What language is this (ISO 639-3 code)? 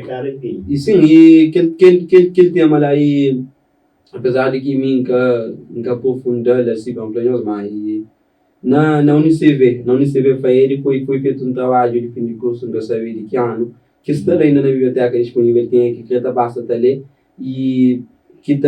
kea